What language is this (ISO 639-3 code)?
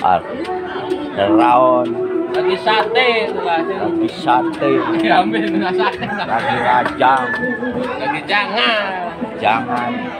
sas